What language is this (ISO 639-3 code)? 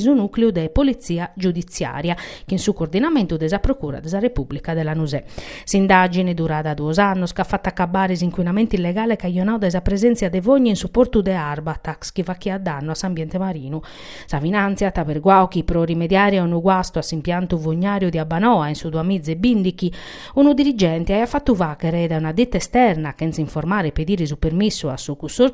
srd